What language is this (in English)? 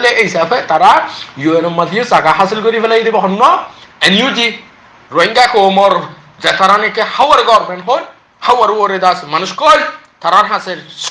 Rohingya